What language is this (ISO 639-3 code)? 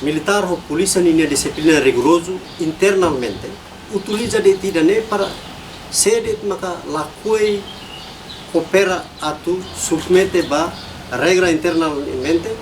tet